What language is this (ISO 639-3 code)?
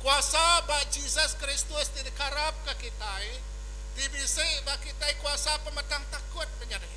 iba